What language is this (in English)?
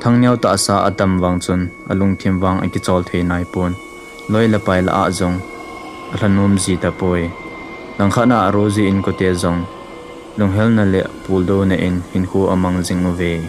Thado Chin